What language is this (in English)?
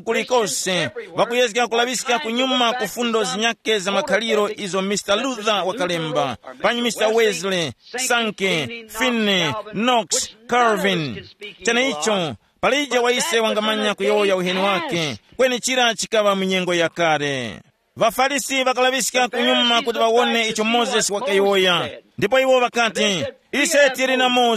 Tumbuka